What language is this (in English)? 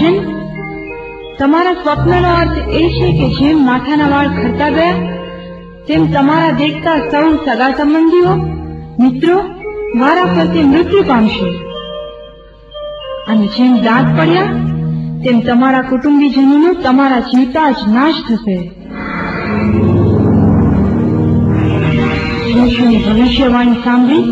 Gujarati